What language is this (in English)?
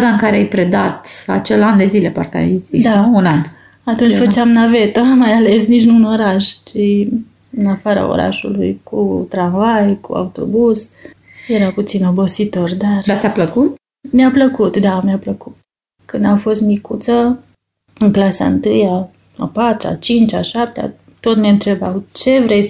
Romanian